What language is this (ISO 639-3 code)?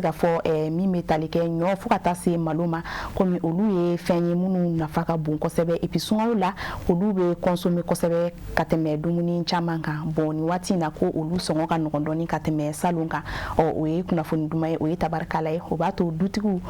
bam